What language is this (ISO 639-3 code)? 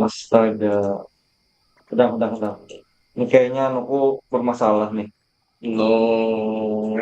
bjn